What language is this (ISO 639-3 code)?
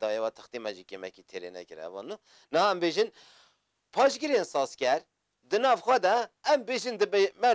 kur